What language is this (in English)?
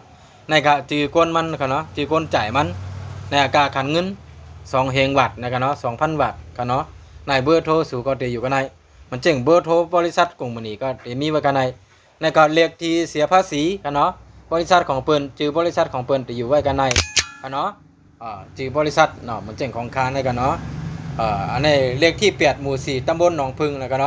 Shan